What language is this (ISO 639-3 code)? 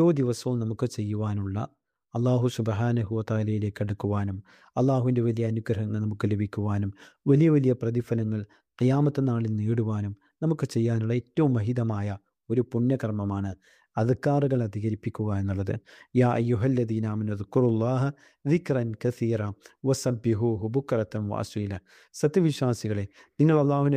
mal